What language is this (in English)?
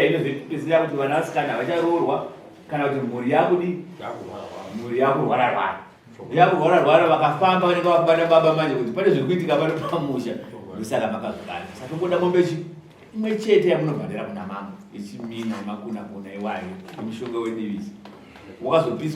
Shona